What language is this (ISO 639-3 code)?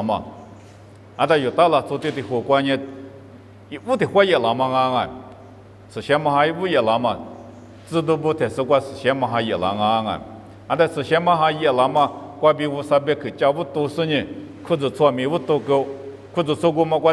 lis